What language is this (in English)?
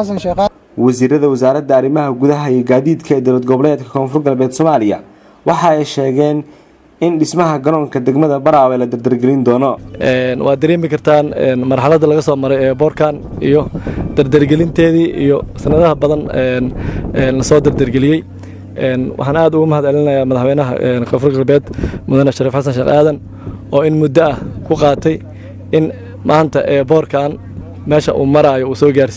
Somali